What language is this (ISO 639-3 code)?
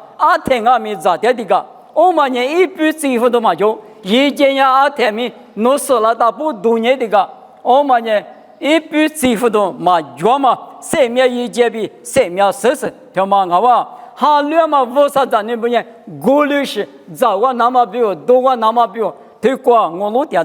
lis